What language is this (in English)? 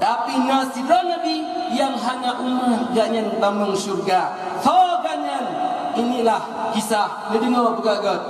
Achinese